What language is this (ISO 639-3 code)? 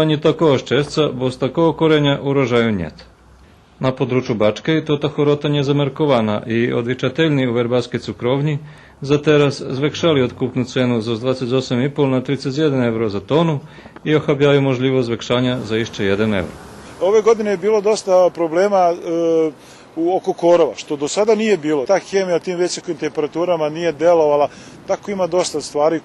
rue